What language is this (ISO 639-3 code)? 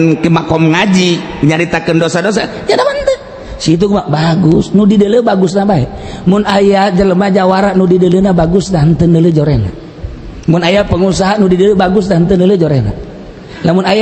sun